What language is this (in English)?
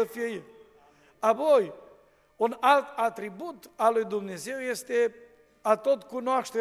Romanian